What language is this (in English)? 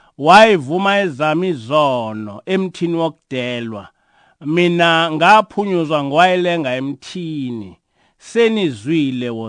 Zulu